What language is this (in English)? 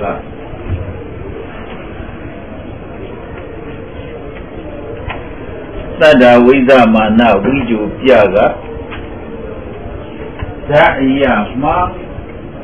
Burmese